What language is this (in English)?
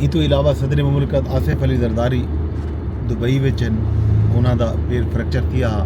Saraiki